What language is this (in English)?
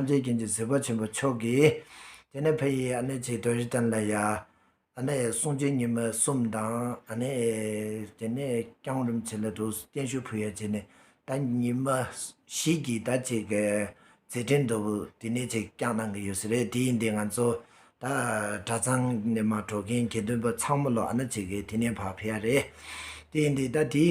Tibetan